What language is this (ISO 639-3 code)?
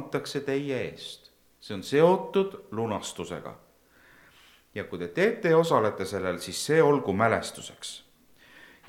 est